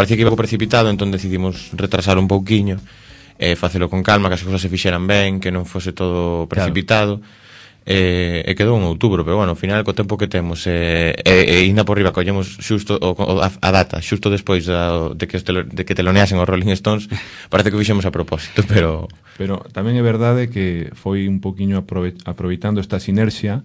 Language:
Galician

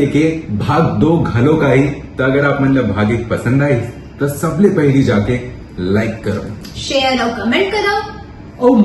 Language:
Chhattisgarhi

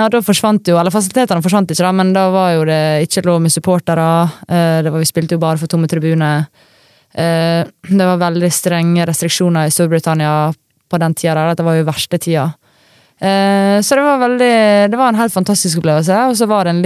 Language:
Norwegian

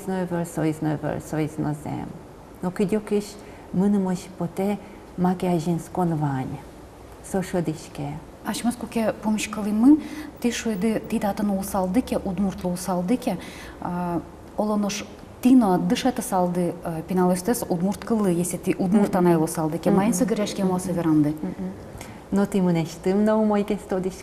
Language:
Udmurt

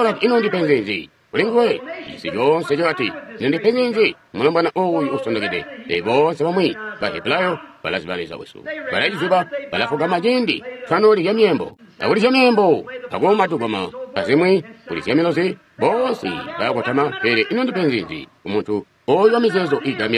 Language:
Tonga (Zambia)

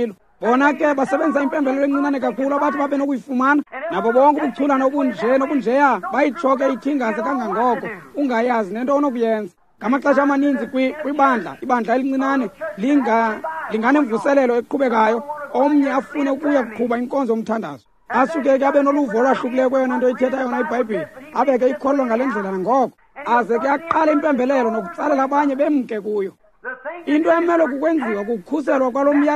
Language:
Xhosa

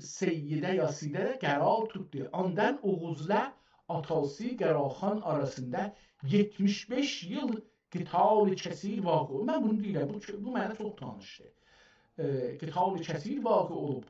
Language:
South Azerbaijani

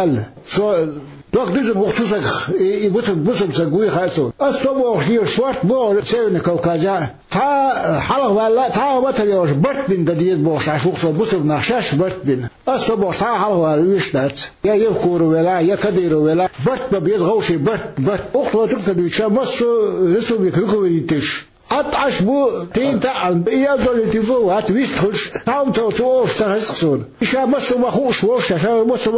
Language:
Chechen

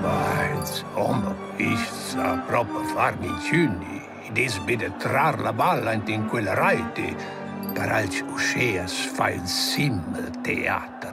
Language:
Romansh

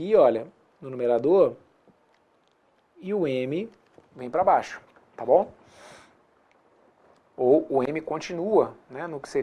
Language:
Portuguese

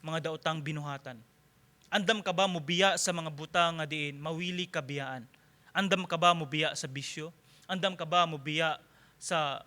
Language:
Cebuano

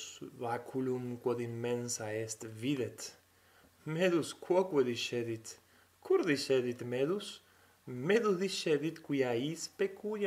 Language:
Latin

